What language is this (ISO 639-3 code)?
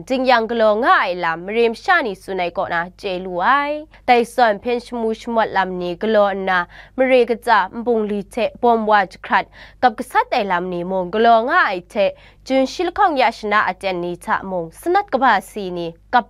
kac